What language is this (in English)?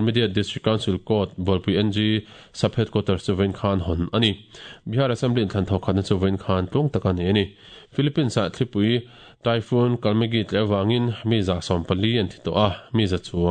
Mizo